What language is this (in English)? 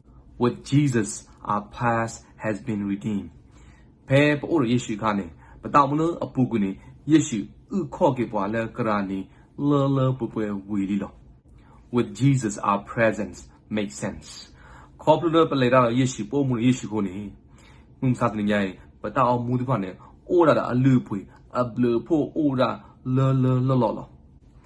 S'gaw Karen